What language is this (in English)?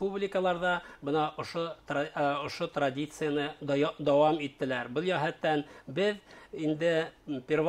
Bashkir